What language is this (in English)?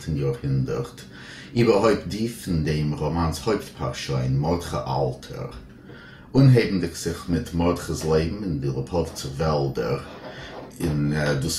Yiddish